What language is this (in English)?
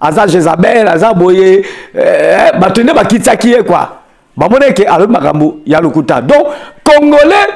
Lingala